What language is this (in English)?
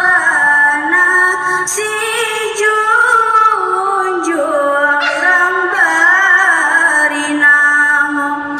Minangkabau